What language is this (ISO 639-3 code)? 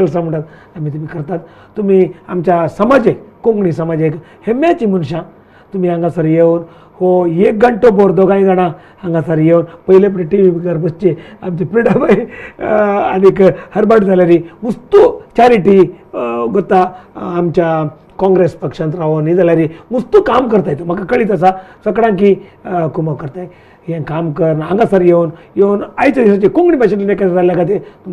kok